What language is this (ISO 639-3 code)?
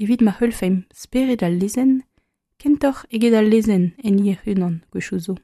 bre